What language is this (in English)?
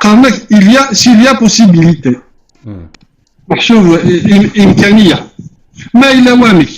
Kabyle